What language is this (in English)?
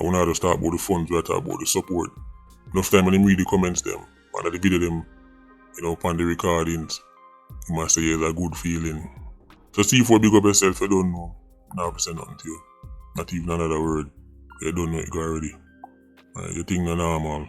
Jamaican Creole English